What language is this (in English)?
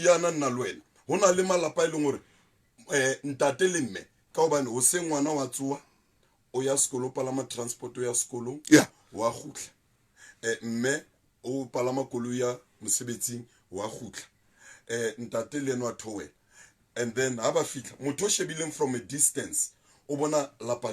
Southern Sotho